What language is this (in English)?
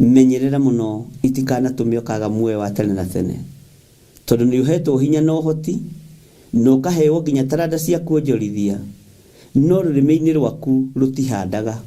Kikuyu